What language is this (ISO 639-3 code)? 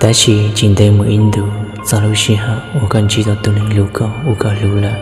hmn